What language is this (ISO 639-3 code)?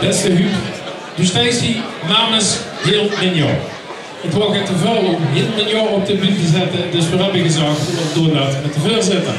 lim